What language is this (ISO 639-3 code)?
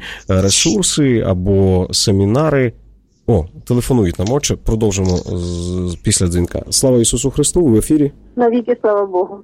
ukr